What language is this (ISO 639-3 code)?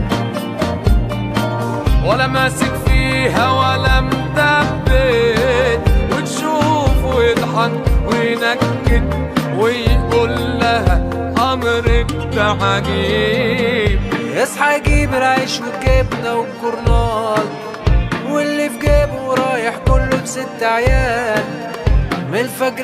arz